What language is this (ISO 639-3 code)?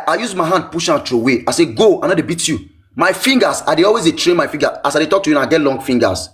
pcm